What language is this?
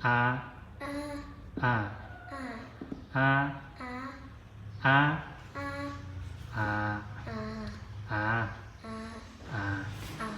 Zhuang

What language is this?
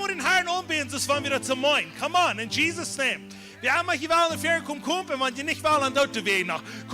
Plautdietsch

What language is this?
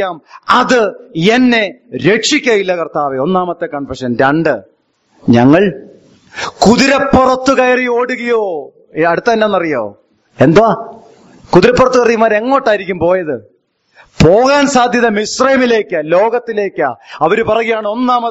Malayalam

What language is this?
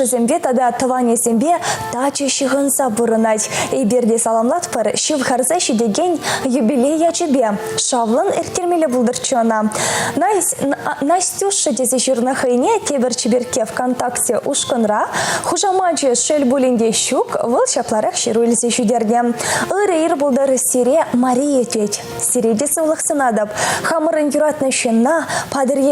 Chuvash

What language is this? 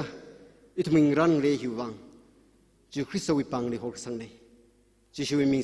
Tangkhul Naga (India)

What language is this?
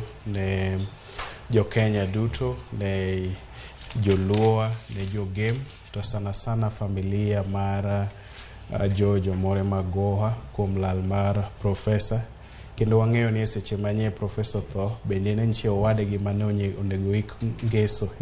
Luo (Kenya and Tanzania)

